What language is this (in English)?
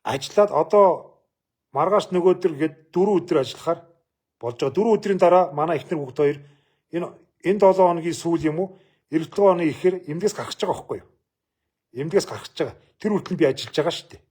Mongolian